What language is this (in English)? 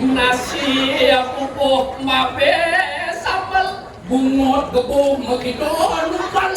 Balinese